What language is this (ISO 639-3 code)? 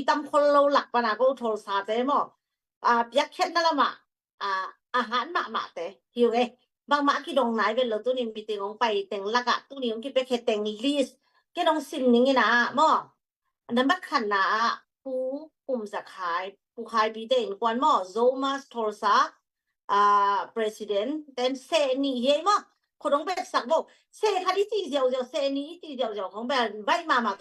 ctd